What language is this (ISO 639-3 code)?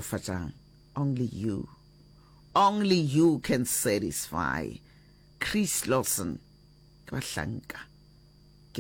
nso